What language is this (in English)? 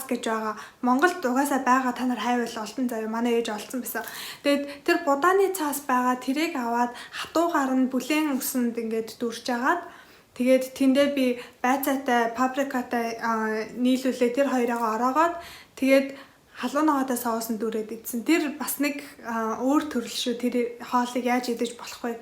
Mongolian